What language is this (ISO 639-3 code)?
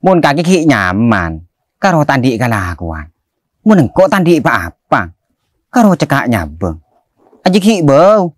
mad